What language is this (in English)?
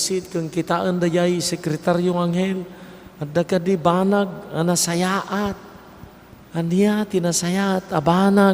Iloko